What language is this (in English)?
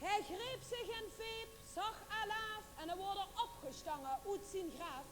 Limburgish